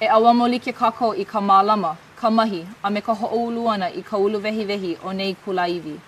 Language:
Hawaiian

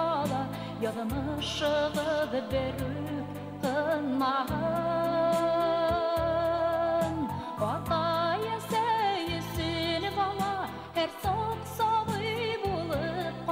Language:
Bashkir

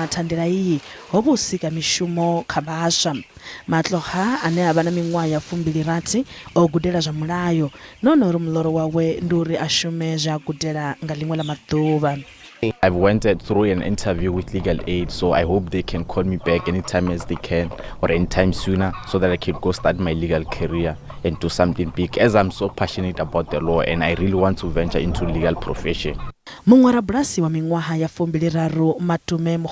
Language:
Venda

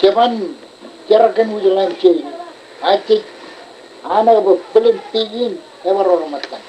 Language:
Marshallese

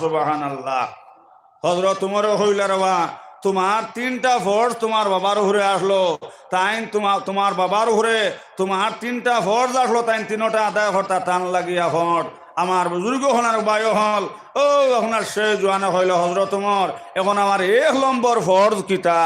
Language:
Sylheti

